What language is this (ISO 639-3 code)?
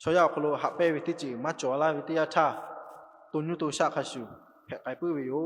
lhu